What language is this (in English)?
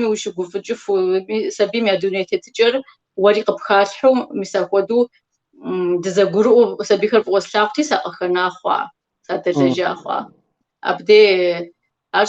Kabardian